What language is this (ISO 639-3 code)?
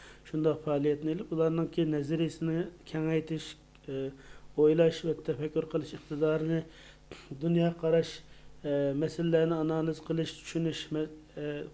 uig